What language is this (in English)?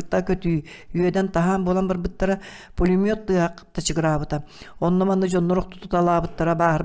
Yakut